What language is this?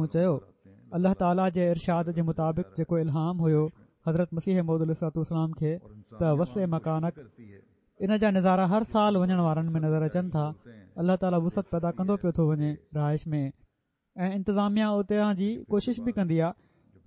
Sindhi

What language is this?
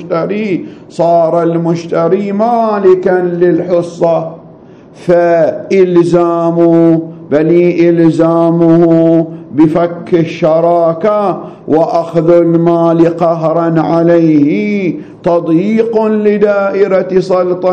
Arabic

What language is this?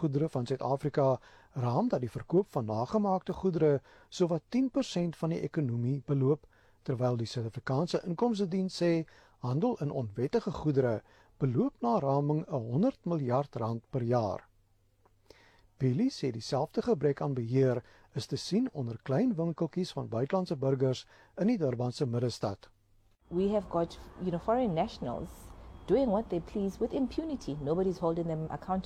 Afrikaans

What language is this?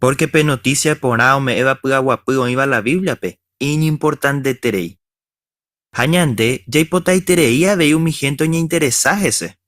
Guarani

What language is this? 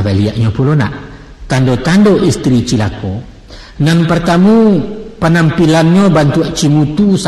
Minangkabau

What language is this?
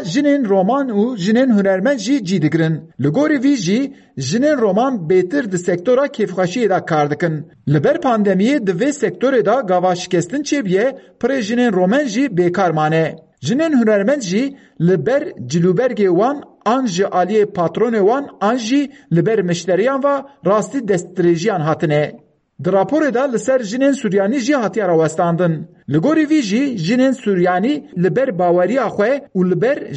Kurdish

